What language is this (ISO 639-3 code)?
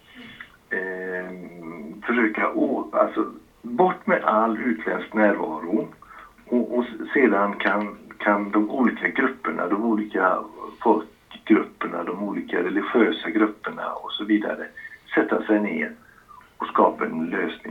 swe